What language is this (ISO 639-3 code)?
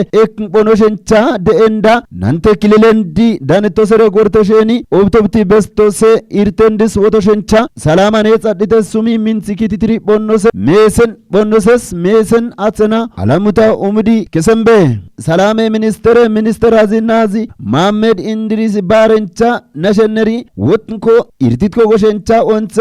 kbr